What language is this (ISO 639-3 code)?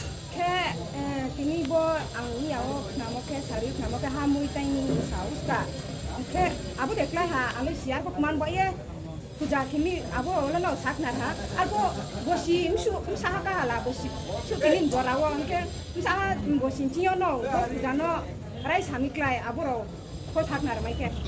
ria